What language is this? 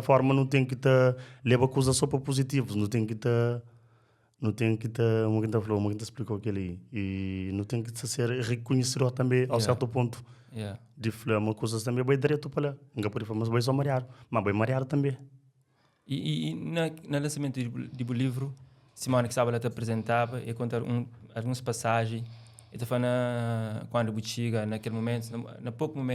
Kabuverdianu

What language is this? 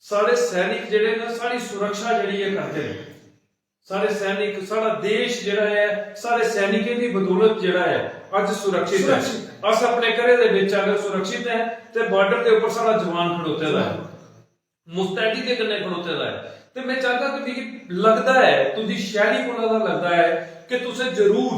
Dogri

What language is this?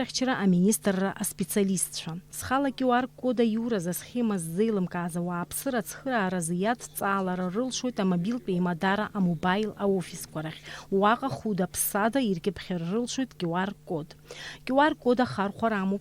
Abkhazian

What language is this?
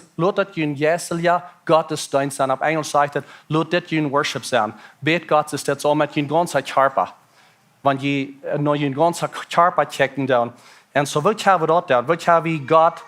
Plautdietsch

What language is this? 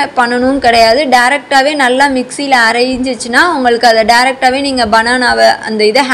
Tamil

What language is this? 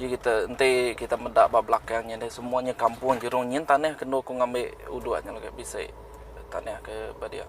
Iban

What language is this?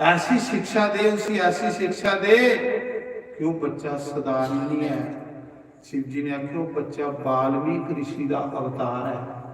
Dogri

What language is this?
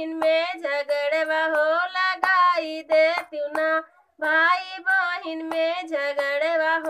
Bhojpuri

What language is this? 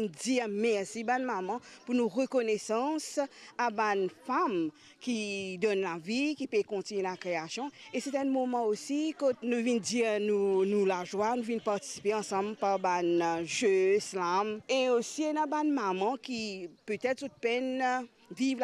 Morisyen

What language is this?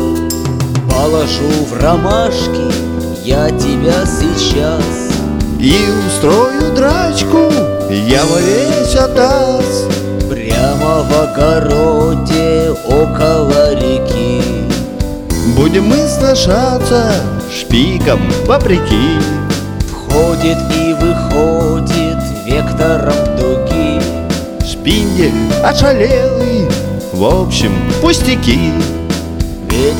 Russian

